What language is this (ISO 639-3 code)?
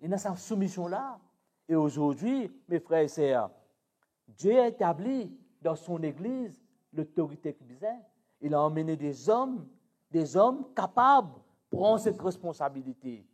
mfe